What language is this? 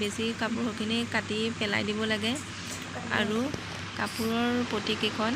Assamese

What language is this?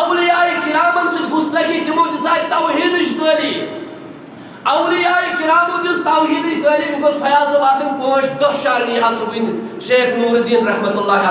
Kashmiri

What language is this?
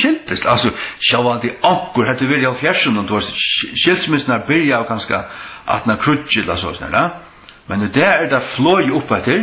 Faroese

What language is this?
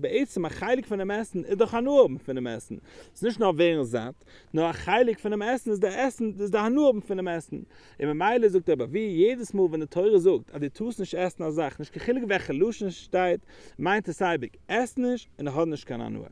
Yiddish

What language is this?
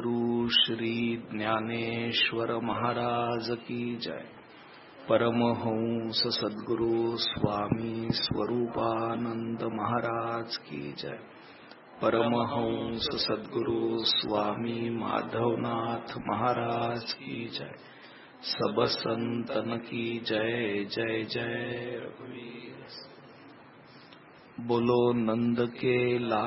Marathi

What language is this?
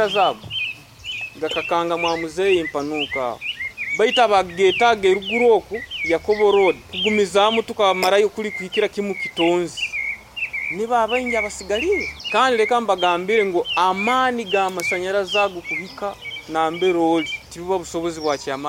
Nyoro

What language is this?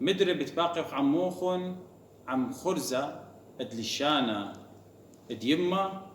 Assyrian Neo-Aramaic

